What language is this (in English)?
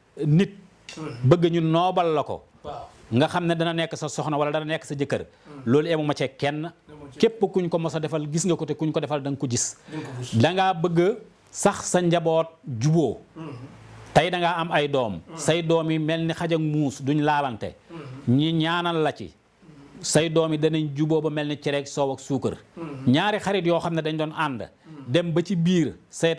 Wolof